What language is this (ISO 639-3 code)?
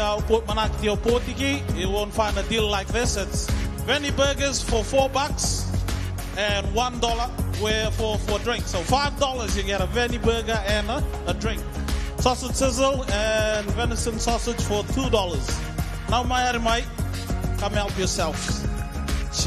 mri